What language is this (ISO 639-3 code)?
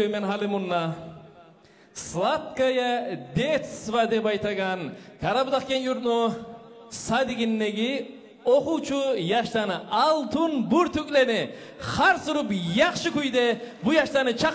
kum